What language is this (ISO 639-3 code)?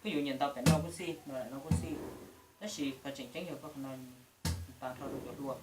hmn